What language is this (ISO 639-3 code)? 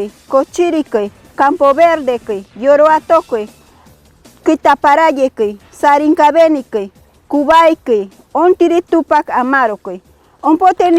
mcb